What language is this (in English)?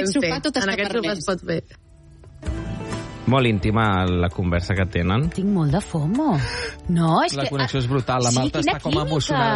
Catalan